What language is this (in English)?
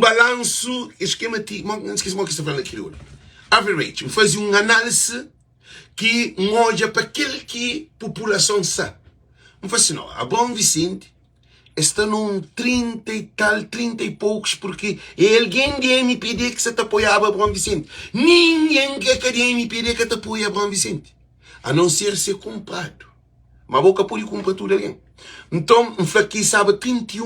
Kabuverdianu